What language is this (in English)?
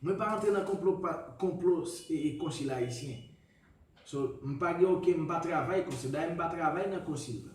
Haitian Creole